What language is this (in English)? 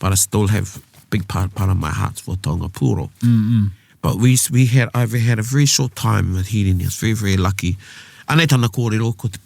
Māori